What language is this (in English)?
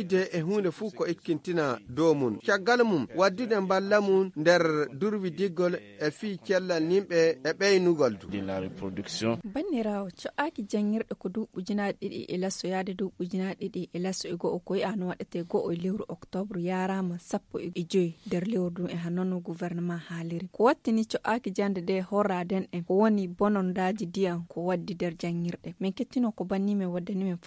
Nigerian Fulfulde